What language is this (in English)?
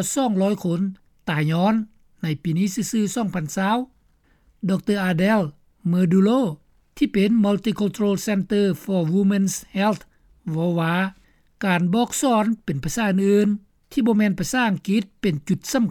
Lao